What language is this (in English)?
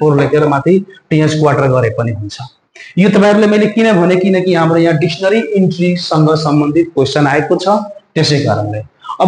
Nepali